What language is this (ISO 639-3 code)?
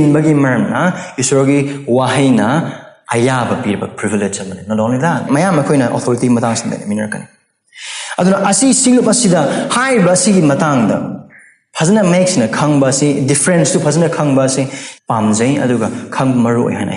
mni